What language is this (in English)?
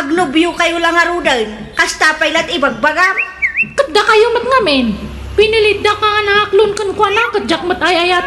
Iloko